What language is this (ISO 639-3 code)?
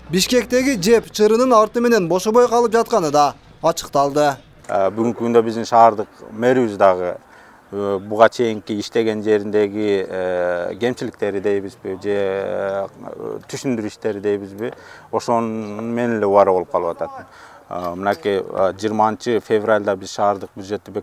kir